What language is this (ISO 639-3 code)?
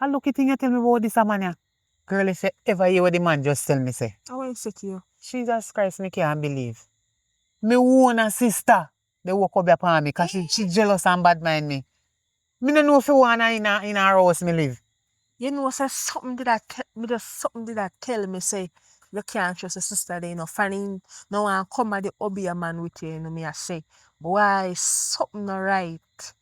jam